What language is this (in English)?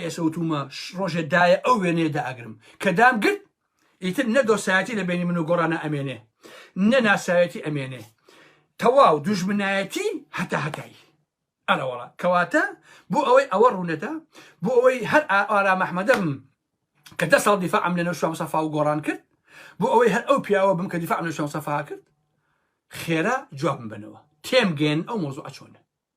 Central Kurdish